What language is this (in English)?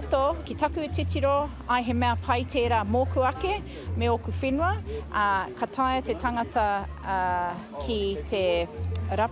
Māori